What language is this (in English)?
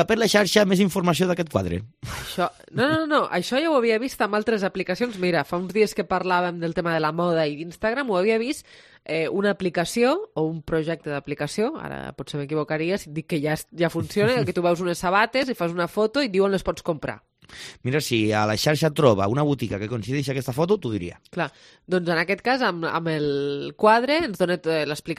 Catalan